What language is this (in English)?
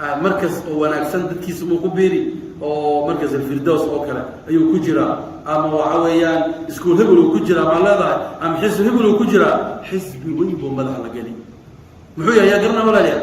Somali